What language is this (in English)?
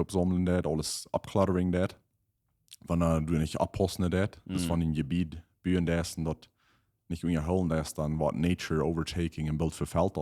Plautdietsch